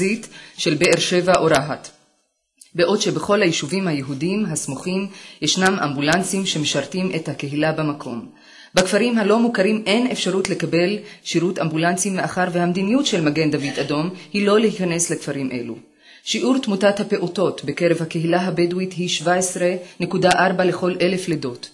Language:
Hebrew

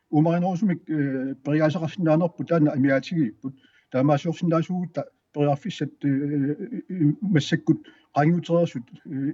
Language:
Kalaallisut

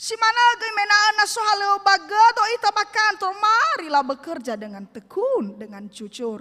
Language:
Nias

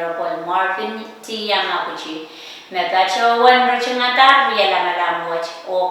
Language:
Pohnpeian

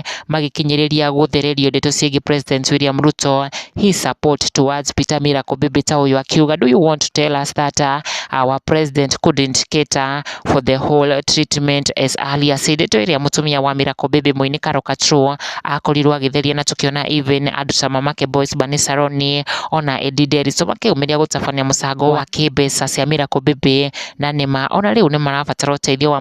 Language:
Kikuyu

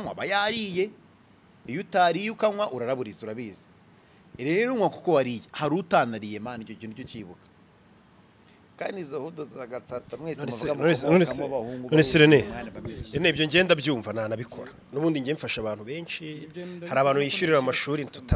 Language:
Kinyarwanda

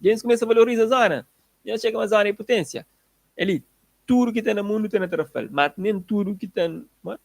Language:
Kabuverdianu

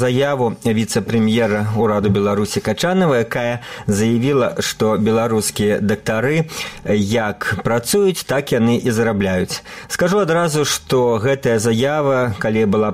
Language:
Belarusian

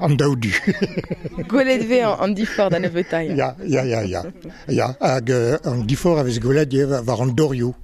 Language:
Breton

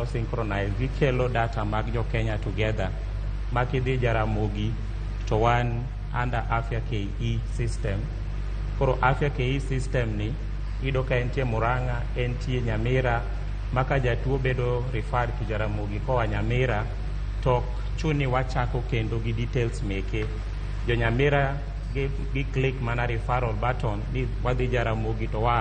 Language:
Luo (Kenya and Tanzania)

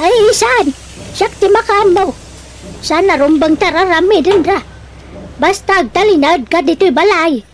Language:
Iloko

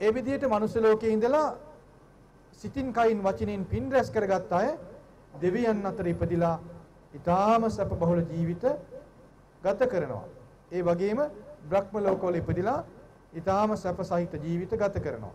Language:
Sinhala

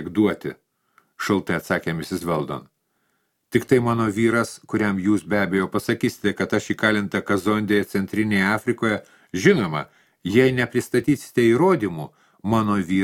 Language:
Lithuanian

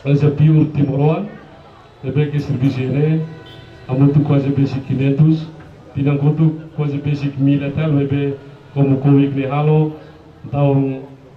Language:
Tetum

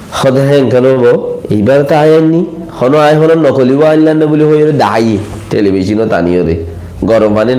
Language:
Rohingya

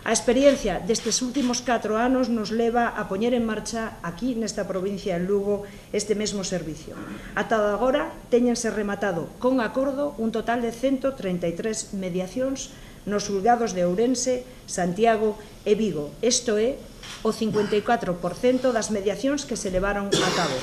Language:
Galician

